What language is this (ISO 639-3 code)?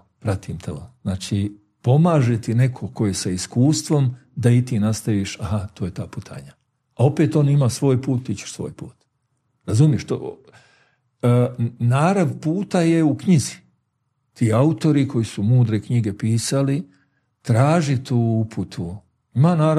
bos